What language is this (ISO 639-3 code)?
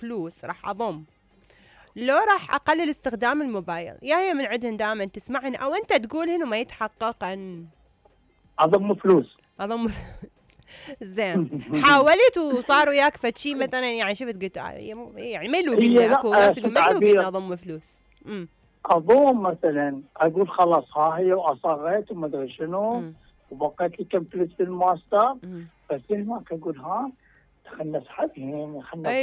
acm